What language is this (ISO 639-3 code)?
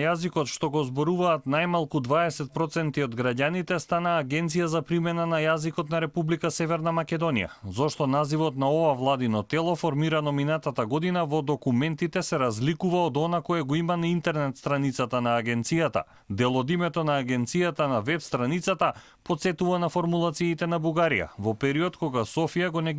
mkd